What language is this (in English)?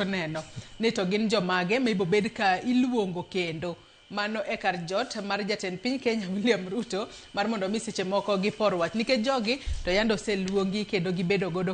Luo (Kenya and Tanzania)